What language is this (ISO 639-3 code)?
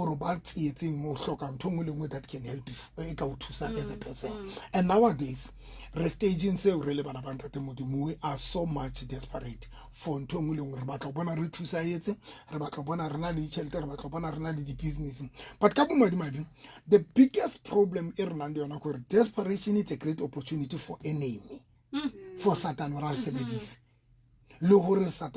sot